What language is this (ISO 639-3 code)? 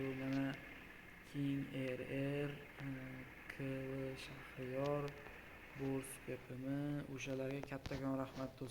uzb